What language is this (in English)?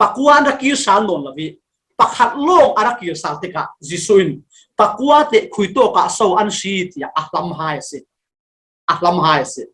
Falam Chin